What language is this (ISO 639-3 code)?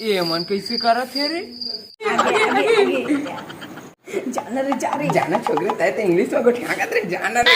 hne